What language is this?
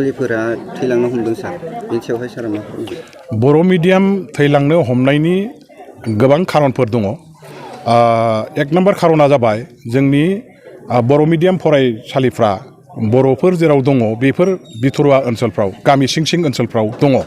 Bodo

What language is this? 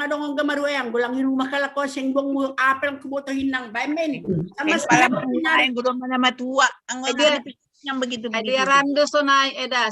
Batak Simalungun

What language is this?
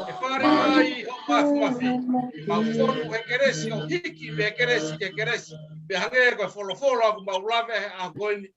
Tongan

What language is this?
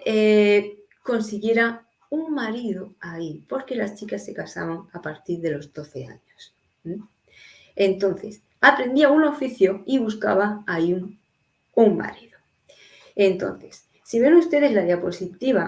Ladino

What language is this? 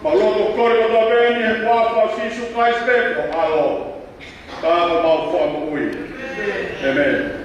Tongan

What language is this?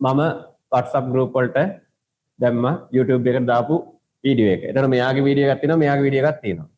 Sinhala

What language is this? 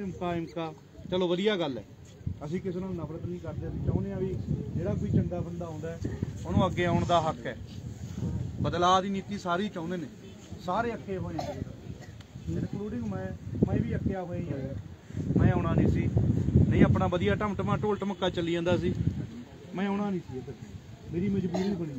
Punjabi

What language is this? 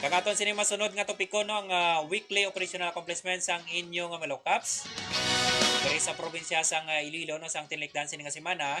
Hiligaynon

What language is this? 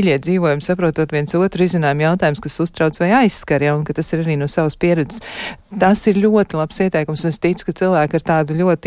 Latvian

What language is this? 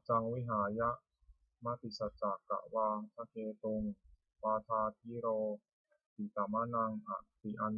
Pali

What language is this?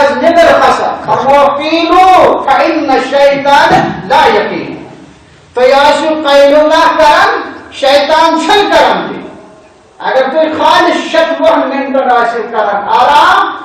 Kashmiri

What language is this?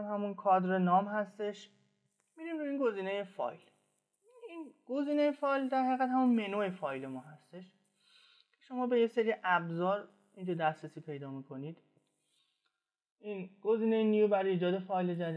Persian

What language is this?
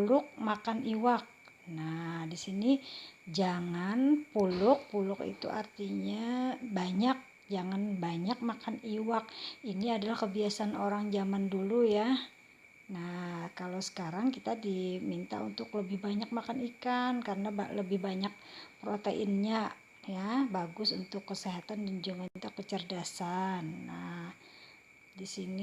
Banjar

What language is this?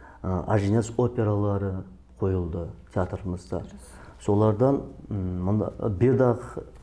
Kara-Kalpak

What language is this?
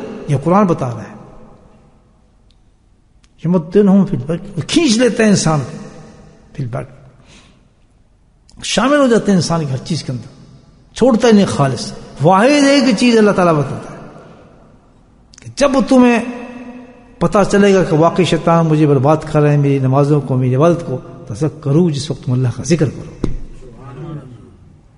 Urdu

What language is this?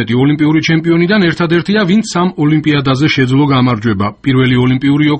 Georgian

